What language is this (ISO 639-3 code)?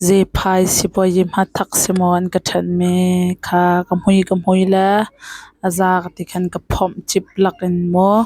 cnh